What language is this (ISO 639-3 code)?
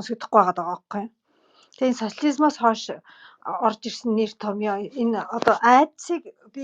mon